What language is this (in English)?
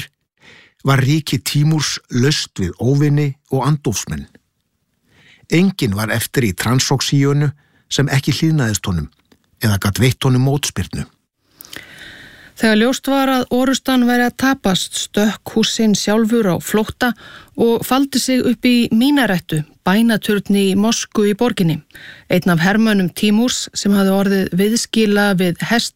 Icelandic